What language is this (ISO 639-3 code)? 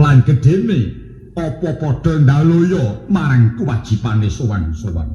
jav